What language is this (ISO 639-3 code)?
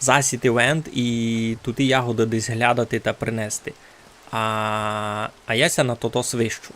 rue